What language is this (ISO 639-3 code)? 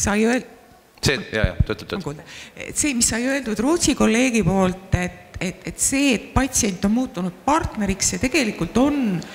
est